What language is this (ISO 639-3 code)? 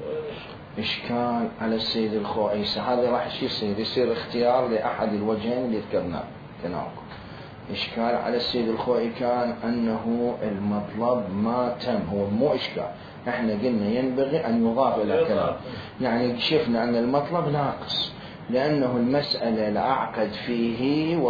acm